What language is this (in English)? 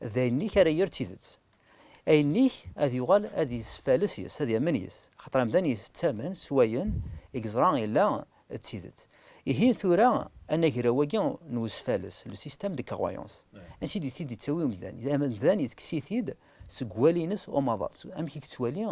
Kabyle